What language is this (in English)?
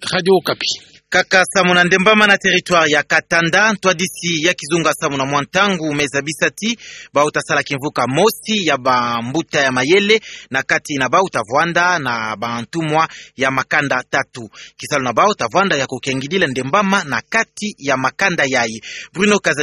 Kituba (Democratic Republic of Congo)